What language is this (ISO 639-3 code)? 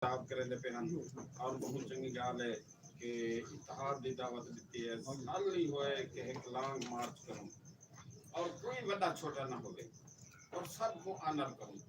skr